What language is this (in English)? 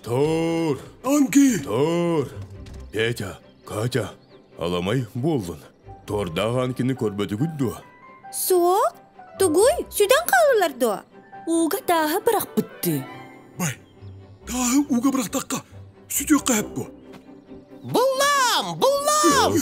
Yakut